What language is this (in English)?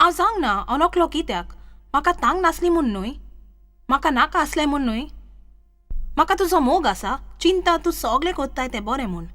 Konkani